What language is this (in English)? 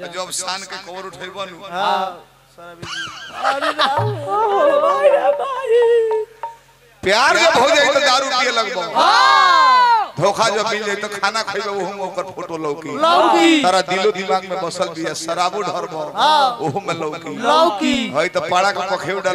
Bhojpuri